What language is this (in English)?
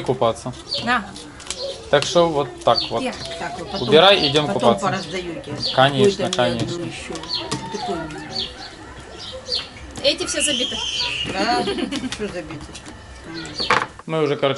Russian